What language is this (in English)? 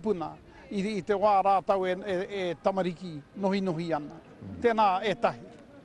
Māori